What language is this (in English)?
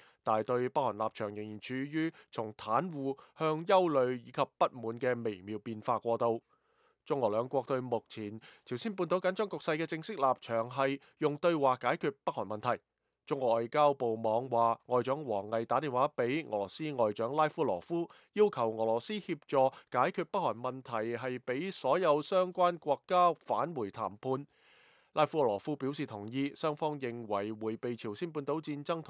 Cantonese